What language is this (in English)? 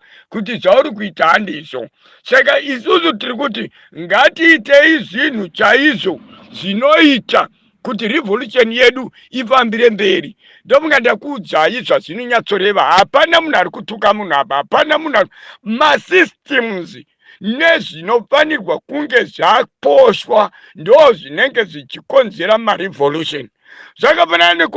Shona